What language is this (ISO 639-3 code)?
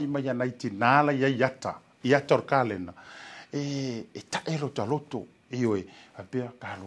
smo